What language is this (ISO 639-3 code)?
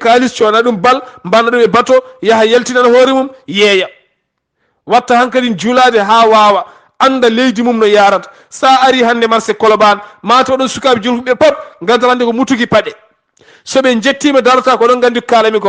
ful